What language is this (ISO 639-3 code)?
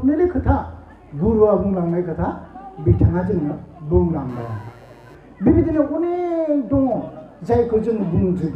brx